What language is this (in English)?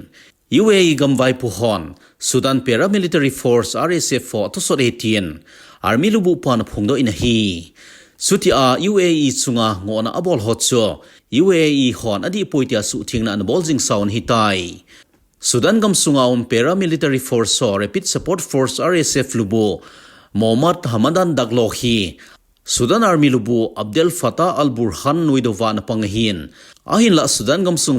Thado Chin